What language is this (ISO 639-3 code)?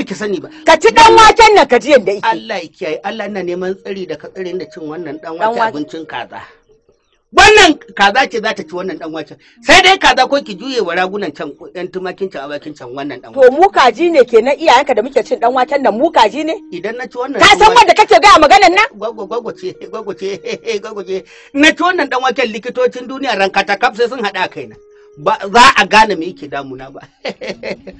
hau